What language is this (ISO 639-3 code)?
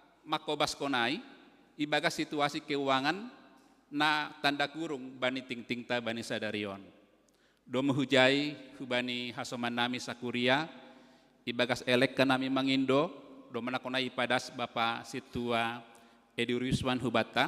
bts